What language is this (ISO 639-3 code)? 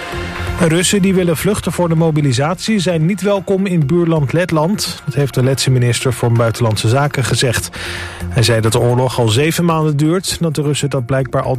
nld